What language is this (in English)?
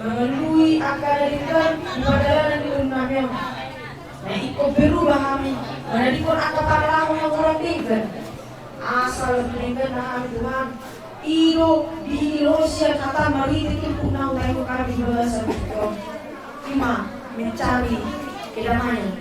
Batak Toba